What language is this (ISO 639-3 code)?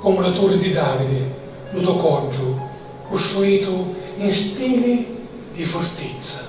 scn